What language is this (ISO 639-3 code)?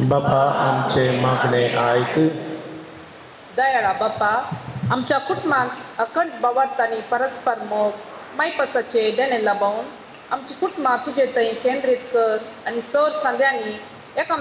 kok